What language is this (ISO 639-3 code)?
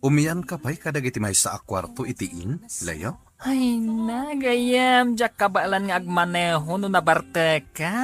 ilo